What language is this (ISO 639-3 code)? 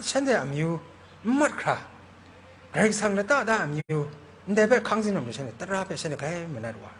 kac